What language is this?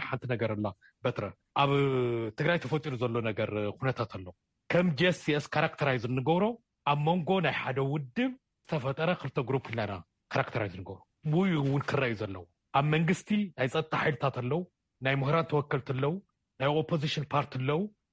Tigrinya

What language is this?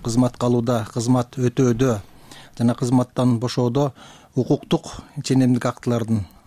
Kyrgyz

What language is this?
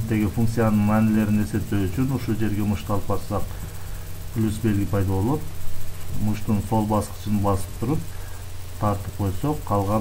Kyrgyz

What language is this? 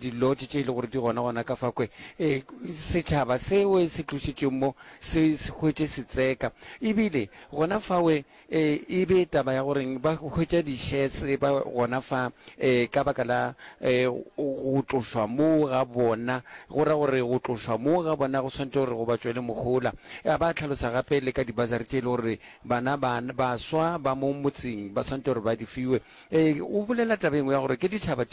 Northern Sotho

